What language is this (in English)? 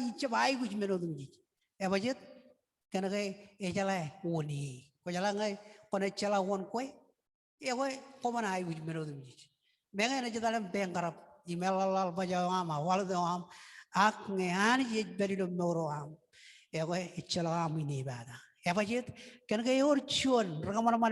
Marshallese